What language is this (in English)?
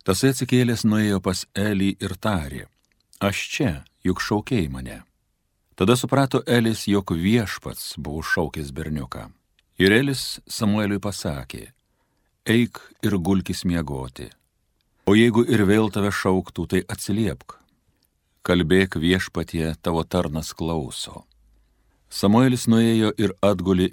Lithuanian